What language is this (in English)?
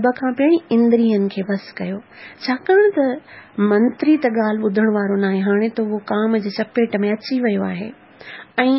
Sindhi